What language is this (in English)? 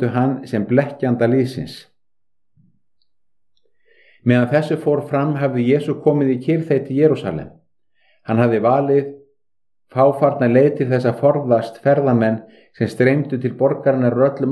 Icelandic